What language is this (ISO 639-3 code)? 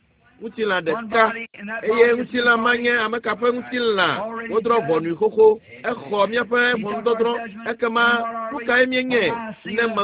ewe